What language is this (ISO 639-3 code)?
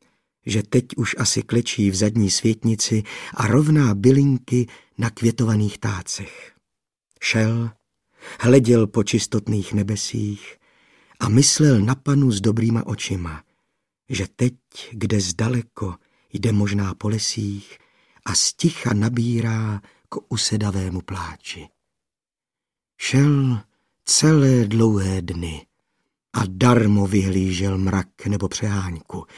ces